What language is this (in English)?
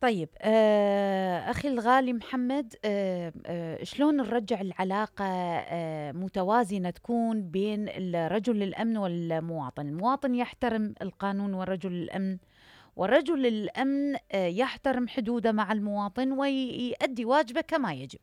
Mesopotamian Arabic